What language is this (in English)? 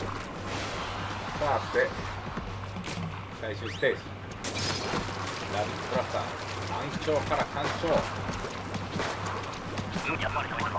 Japanese